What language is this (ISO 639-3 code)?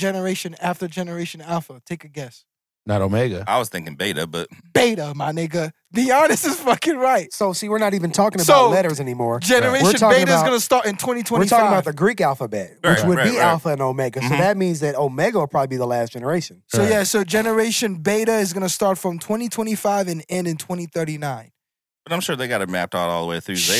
eng